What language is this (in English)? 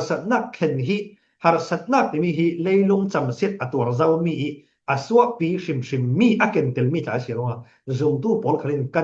Falam Chin